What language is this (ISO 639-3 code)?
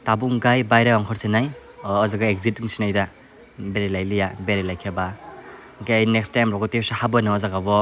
trp